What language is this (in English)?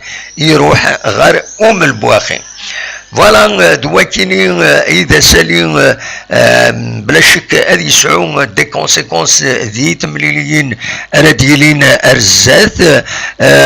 Kabyle